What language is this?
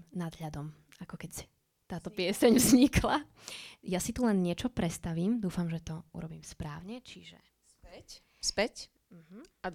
Slovak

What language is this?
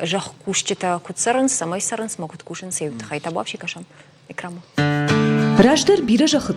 Ossetic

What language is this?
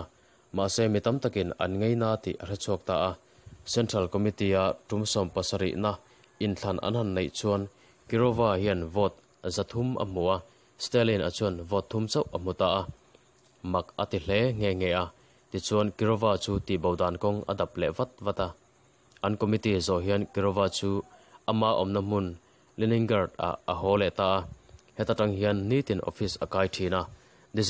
Mizo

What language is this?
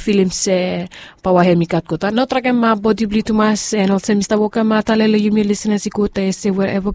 Bislama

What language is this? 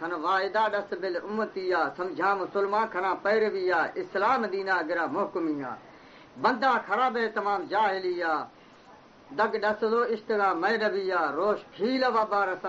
Baluchi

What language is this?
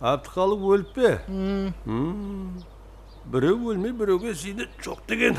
Kara-Kalpak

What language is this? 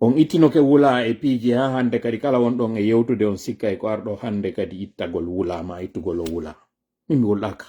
Pular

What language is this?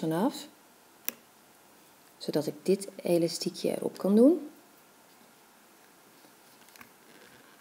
Dutch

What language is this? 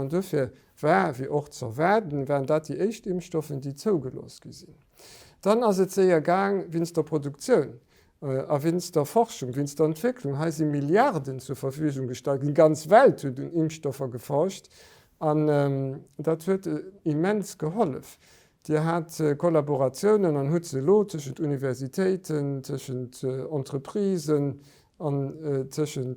Luxembourgish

